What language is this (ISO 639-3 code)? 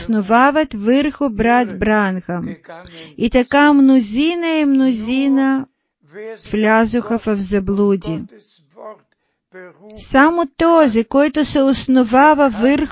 bul